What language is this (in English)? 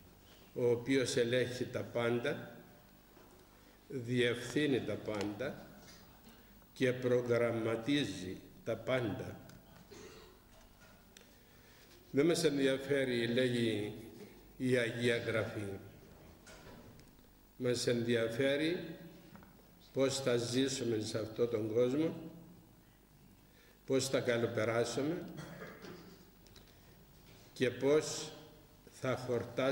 Greek